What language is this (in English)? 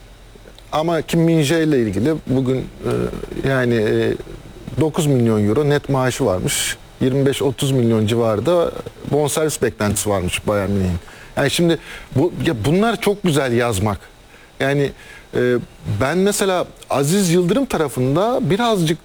Turkish